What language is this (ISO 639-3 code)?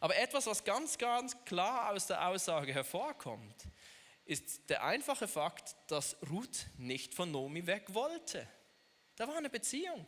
gsw